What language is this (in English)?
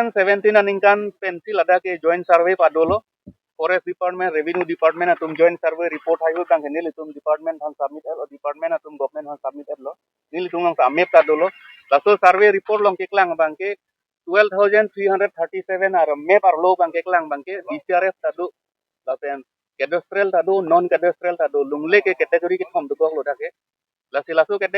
Karbi